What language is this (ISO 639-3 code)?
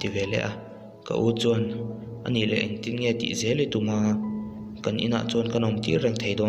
lus